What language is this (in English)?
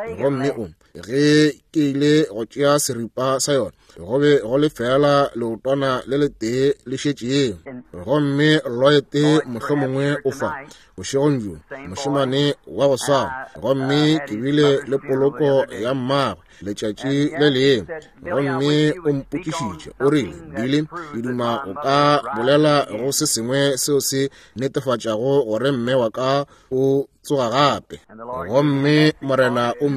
Northern Sotho